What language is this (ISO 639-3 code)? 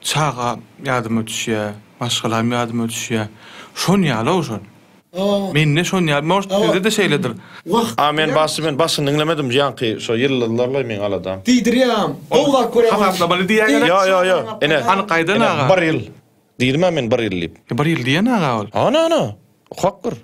tuk